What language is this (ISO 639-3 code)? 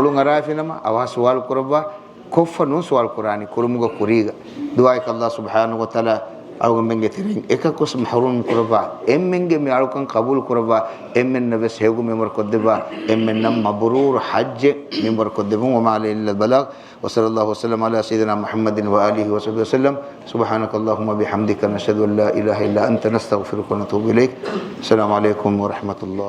div